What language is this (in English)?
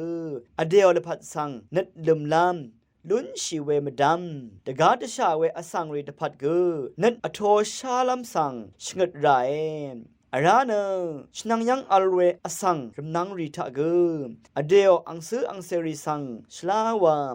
Rawang